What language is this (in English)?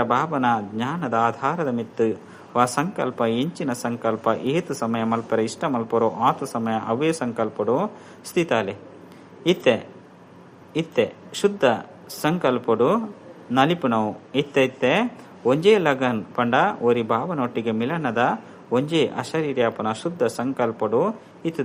Tulu